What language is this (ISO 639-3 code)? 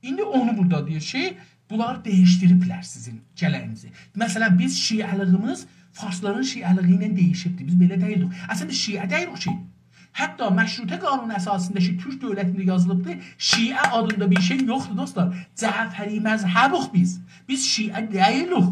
azb